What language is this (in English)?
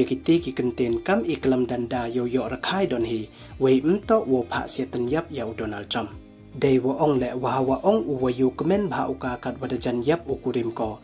Pnar